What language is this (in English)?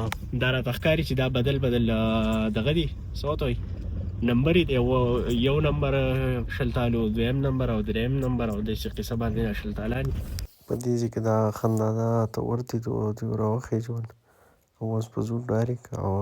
Pashto